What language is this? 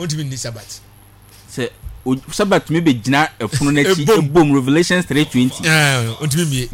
Akan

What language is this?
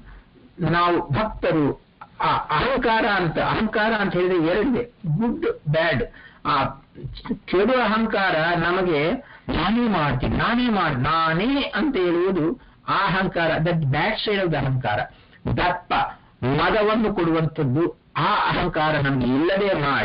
Kannada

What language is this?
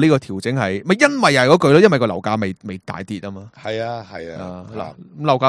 Cantonese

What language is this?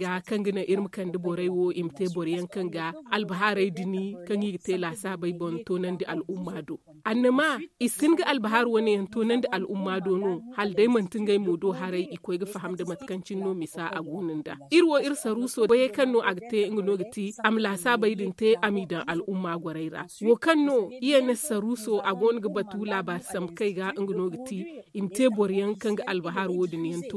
Zarma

